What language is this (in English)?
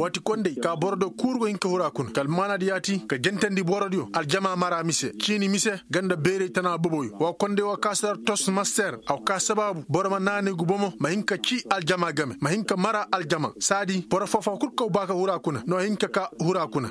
Koyraboro Senni